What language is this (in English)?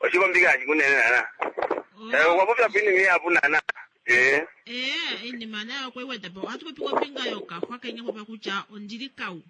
Kuanyama